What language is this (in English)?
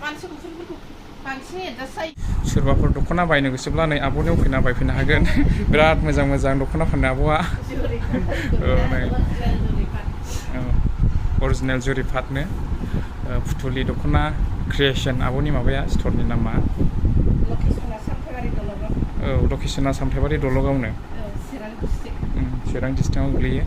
Bodo